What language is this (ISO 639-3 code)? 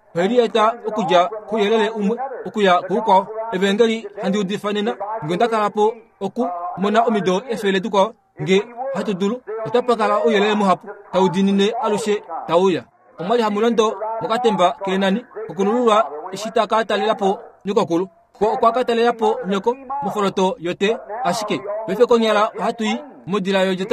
kua